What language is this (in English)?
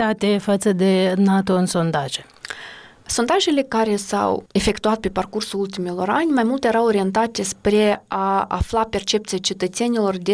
Romanian